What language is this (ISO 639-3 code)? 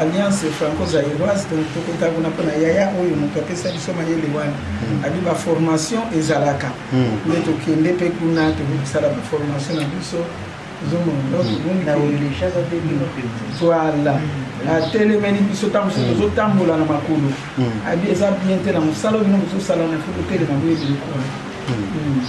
lin